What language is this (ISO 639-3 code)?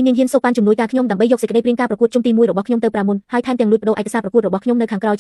khm